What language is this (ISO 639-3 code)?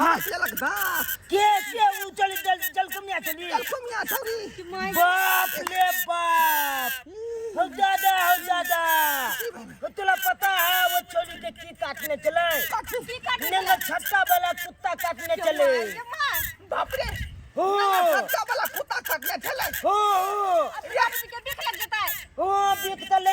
mai